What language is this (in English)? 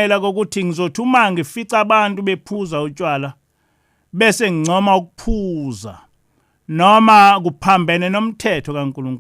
Zulu